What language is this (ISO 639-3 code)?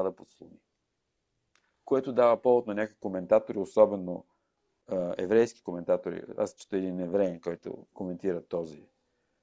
bul